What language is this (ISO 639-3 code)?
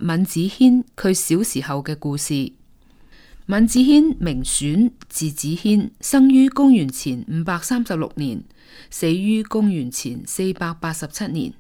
yue